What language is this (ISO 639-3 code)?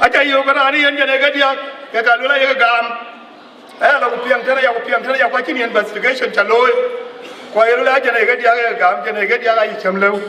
din